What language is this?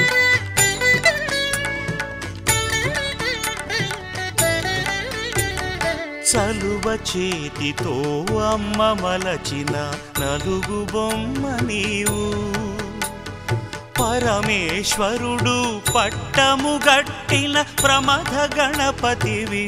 Telugu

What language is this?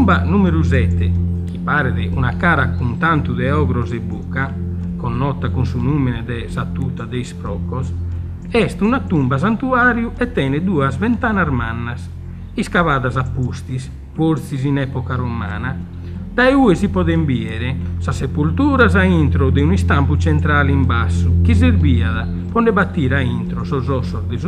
Sardinian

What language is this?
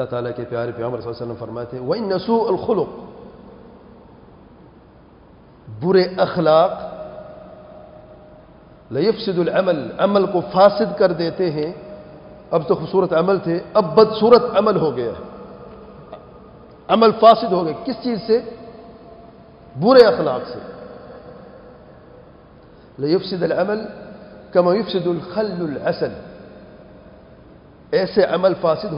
Urdu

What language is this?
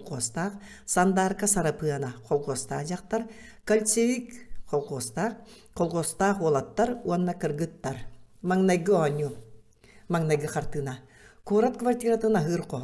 Yakut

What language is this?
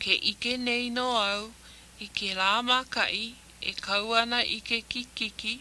Hawaiian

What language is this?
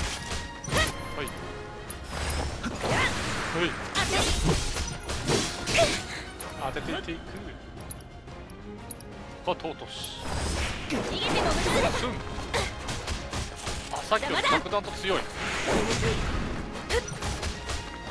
Japanese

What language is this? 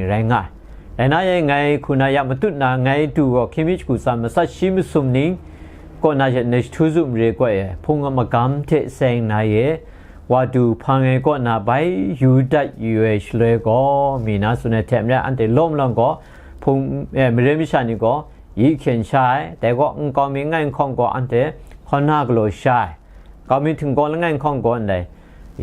Kachin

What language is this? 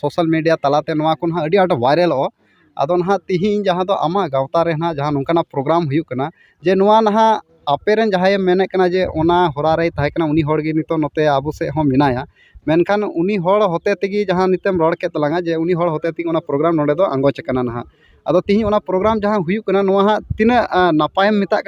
Santali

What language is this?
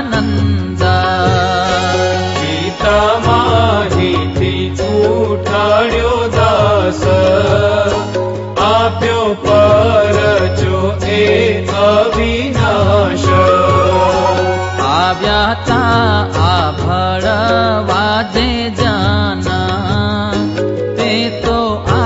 Gujarati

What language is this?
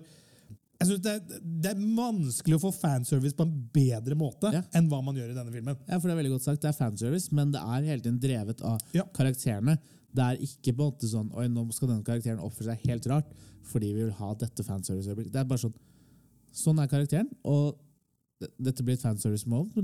Norwegian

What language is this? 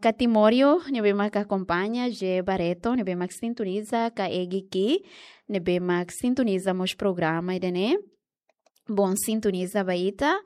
Tetum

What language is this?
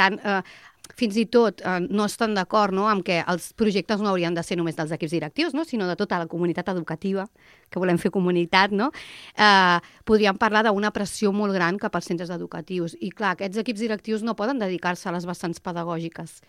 Catalan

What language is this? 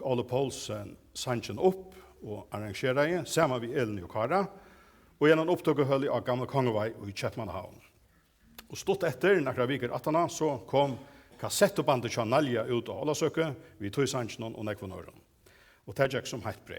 Faroese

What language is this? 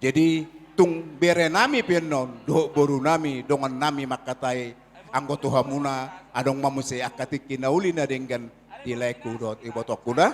Batak Toba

